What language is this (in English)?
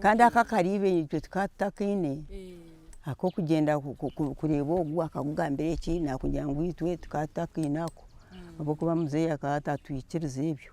Nyankole